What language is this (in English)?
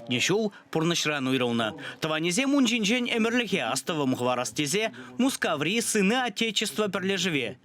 Chuvash